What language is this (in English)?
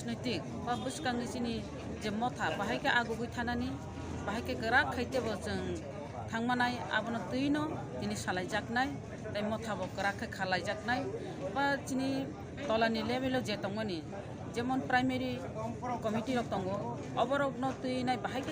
Kok Borok